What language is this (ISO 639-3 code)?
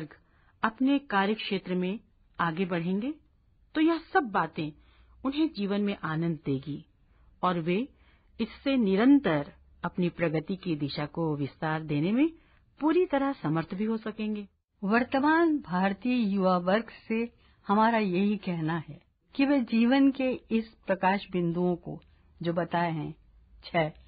hin